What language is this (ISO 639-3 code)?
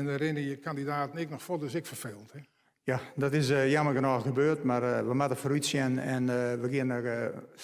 fry